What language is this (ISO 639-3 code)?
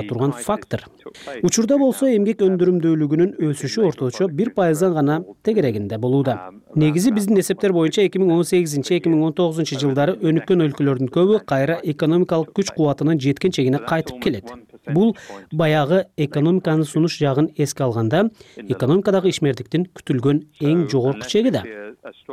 kir